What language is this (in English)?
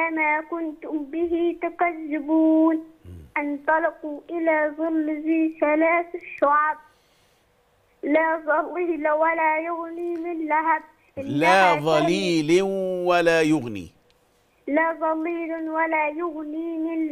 Egyptian Arabic